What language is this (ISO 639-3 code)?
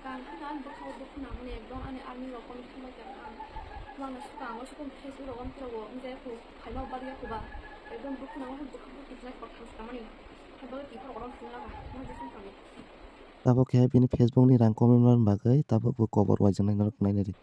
trp